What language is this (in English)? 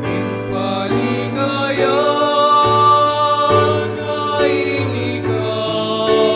Pampanga